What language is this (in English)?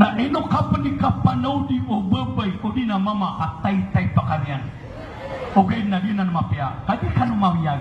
Maranao